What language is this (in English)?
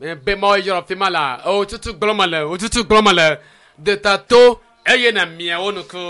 Ewe